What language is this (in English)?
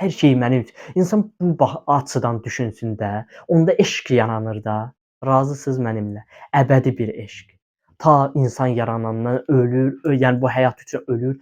Azerbaijani